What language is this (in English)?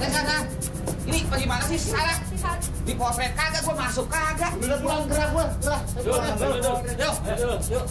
Betawi